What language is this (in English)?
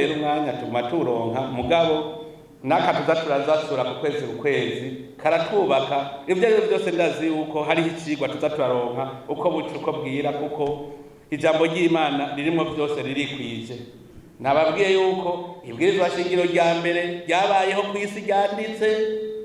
Rundi